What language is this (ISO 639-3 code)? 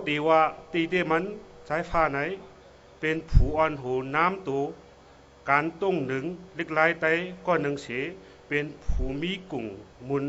shn